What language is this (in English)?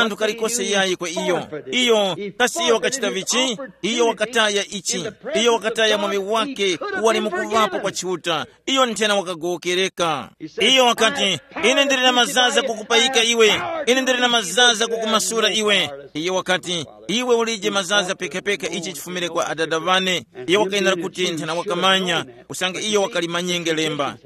Tumbuka